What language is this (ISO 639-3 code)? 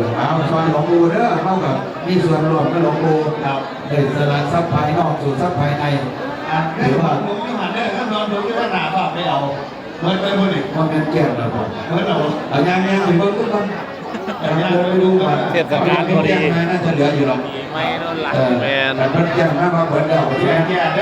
tts